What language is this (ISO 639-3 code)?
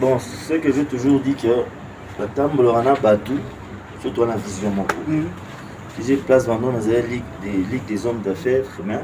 lin